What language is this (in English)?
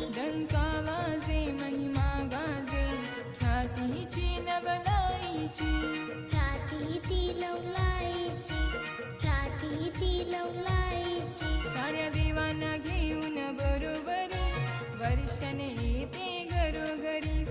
Marathi